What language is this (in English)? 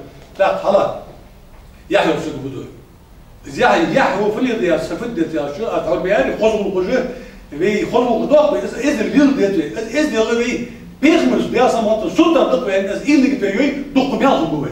Ingush